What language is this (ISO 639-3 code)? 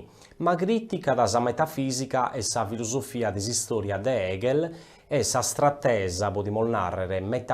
srd